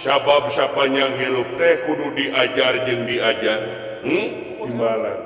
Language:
Sundanese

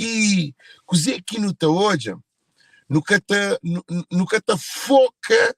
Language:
Kabuverdianu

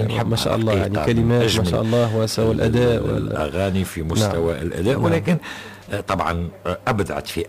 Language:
Tunisian Arabic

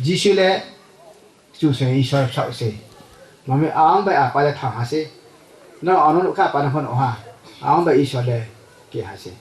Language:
Riang (India)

